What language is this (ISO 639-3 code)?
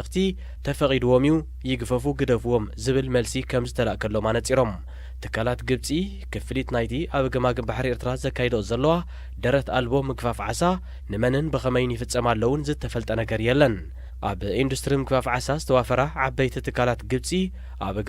tir